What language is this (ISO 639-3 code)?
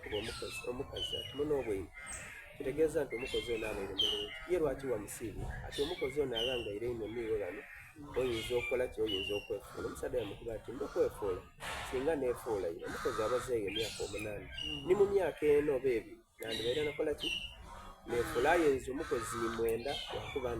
xog